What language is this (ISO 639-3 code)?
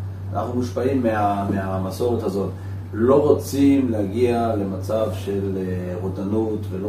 heb